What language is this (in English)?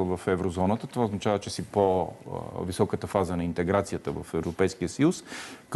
Bulgarian